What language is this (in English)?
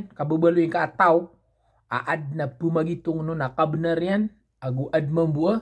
Maranao